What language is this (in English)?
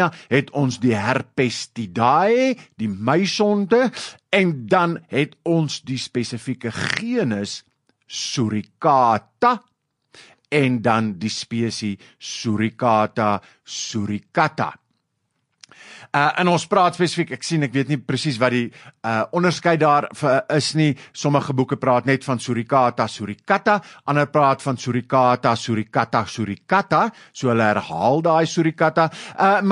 Afrikaans